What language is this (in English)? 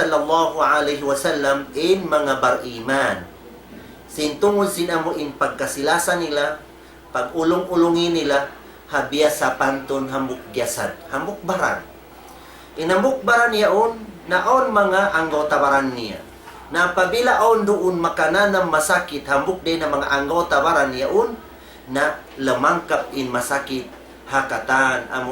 Tausug